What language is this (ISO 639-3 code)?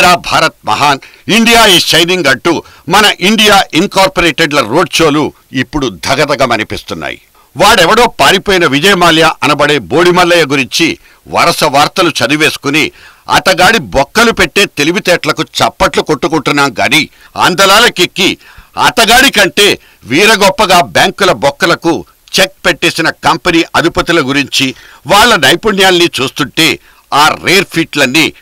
tel